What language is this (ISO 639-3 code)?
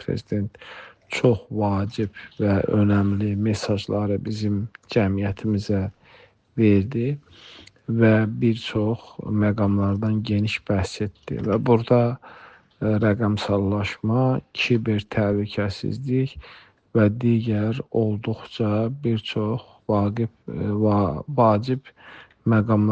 aze